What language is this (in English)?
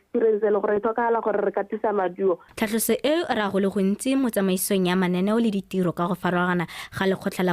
Tswana